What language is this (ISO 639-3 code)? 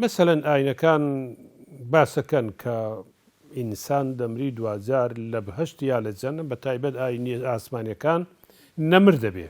ckb